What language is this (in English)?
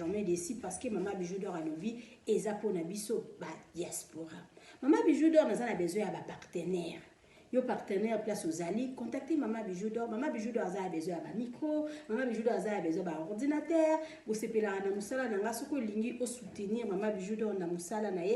Lingala